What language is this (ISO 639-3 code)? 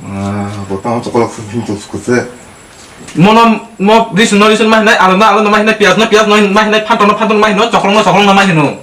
trp